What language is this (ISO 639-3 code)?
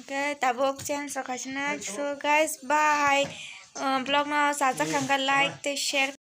trp